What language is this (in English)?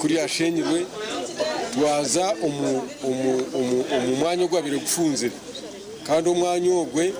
Nyankole